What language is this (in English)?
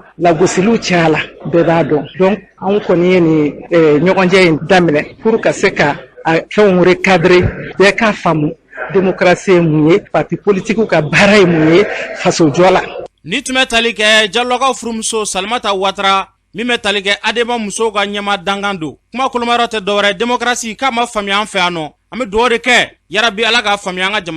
Bambara